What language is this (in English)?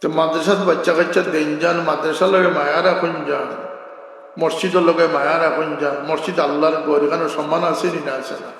Sylheti